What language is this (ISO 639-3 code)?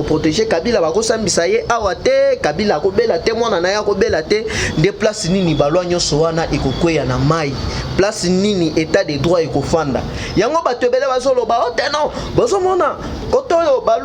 lin